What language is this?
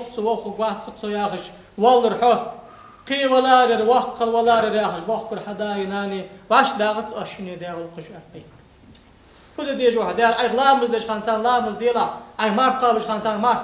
Ingush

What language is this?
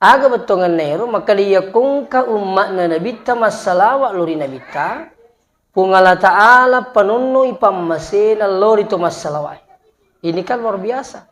Buginese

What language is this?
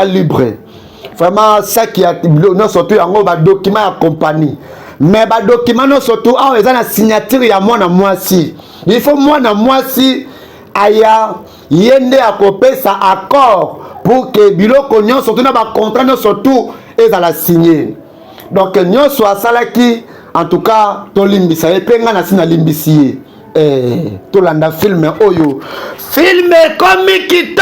Lingala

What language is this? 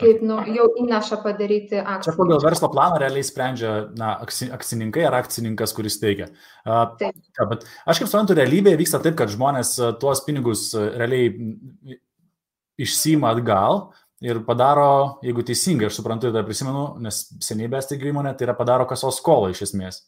Lithuanian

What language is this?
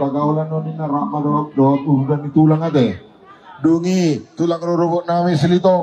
Batak Toba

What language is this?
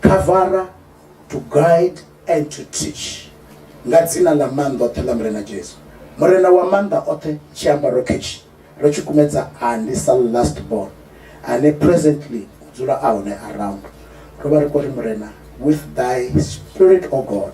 Venda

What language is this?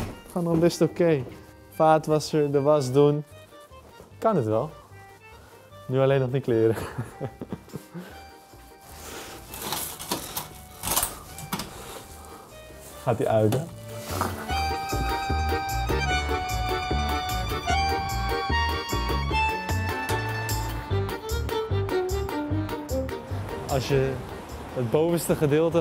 Dutch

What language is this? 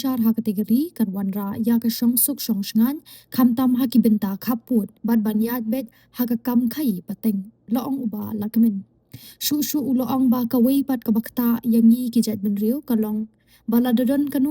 Khasi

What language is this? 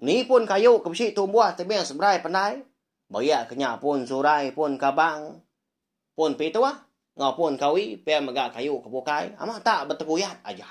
Iban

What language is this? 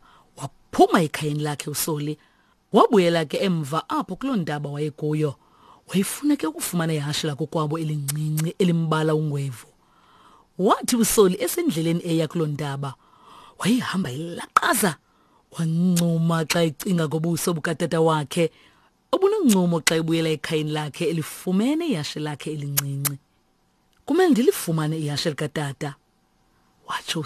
Xhosa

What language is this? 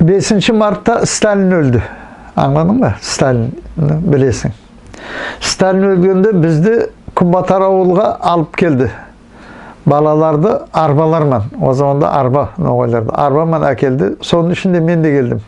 Nogai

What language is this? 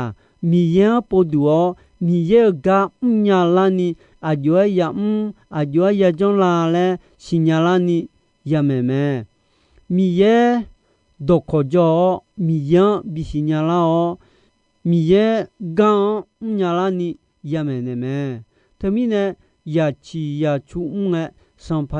Akha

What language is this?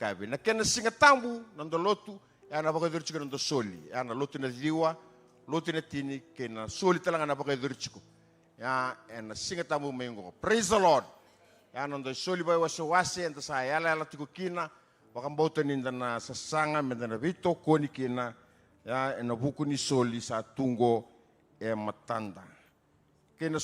Fijian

